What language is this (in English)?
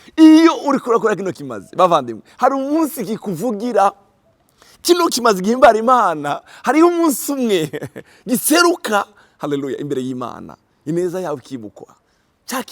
Rundi